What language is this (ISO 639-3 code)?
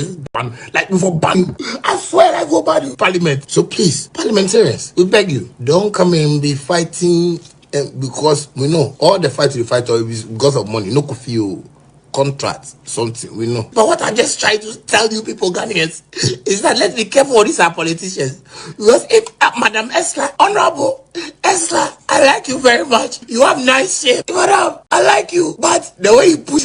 aka